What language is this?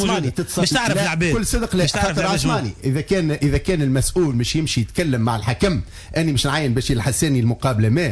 Tunisian Arabic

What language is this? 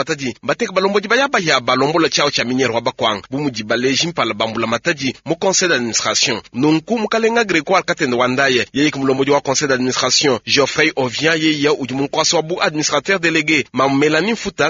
Luba-Lulua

